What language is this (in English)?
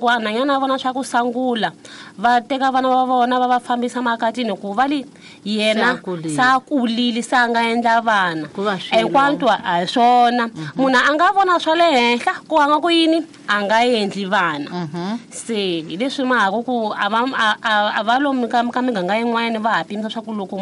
Tsonga